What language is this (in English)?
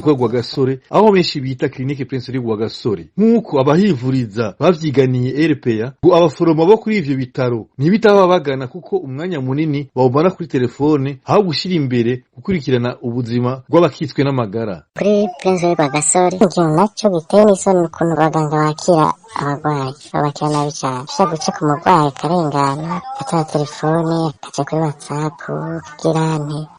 Rundi